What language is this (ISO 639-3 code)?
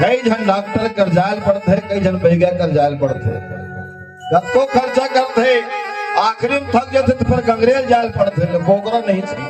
hne